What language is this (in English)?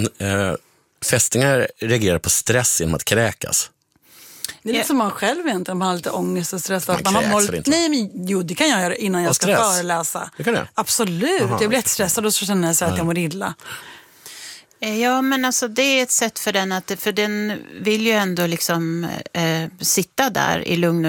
Swedish